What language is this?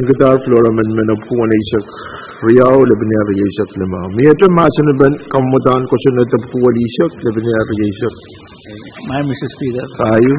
Pohnpeian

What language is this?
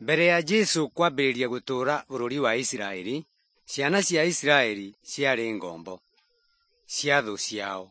Kikuyu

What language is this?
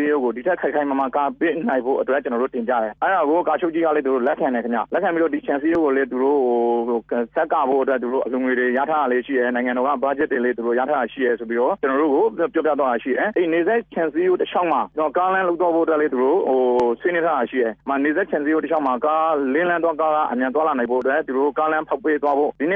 Burmese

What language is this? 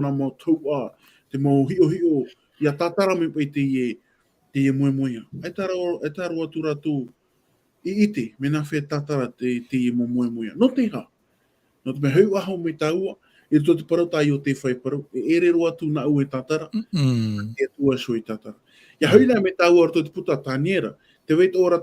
Tahitian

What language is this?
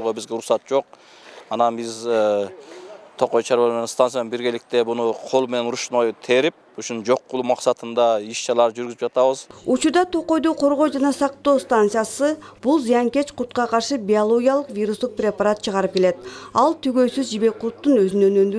Kyrgyz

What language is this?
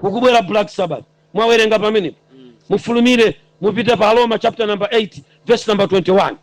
Nyanja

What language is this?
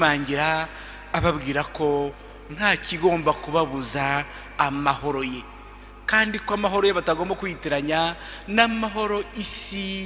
Kinyarwanda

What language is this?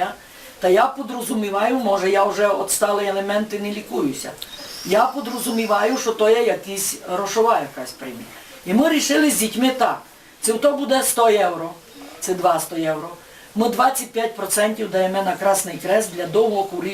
Rusyn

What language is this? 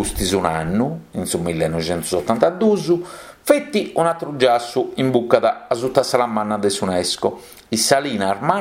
Sardinian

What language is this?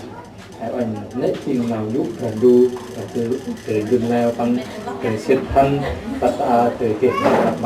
Central Mnong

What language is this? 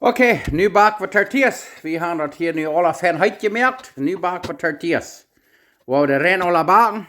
Plautdietsch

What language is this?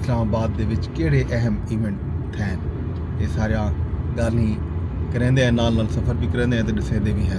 Saraiki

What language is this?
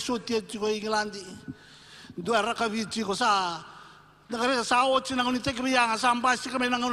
Fijian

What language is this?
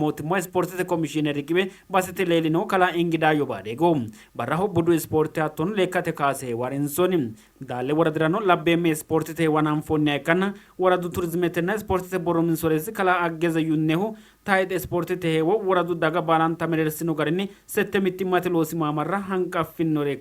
Sidamo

